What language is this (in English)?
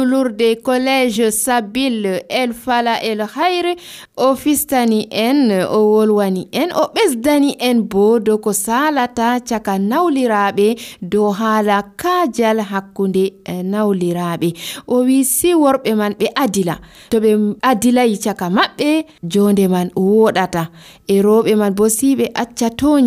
Nigerian Fulfulde